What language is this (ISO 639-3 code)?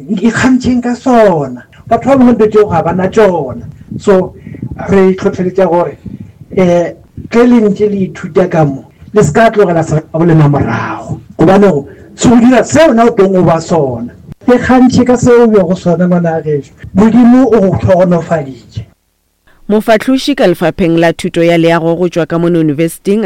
nso